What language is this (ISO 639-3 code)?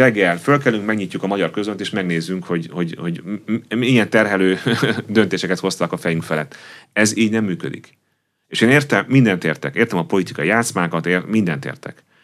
hun